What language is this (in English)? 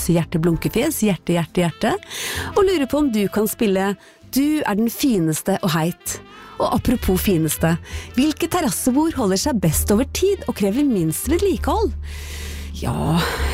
Norwegian